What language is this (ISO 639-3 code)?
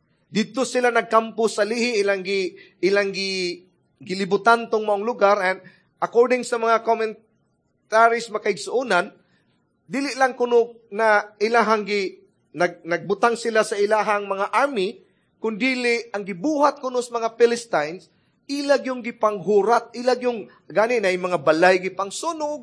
ceb